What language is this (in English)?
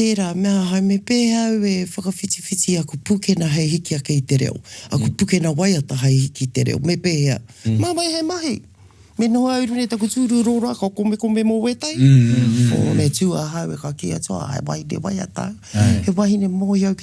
Māori